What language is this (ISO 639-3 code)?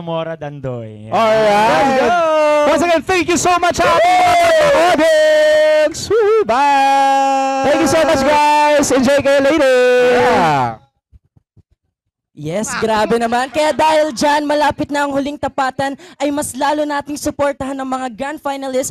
fil